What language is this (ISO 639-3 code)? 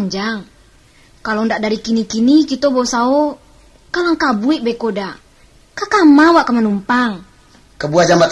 min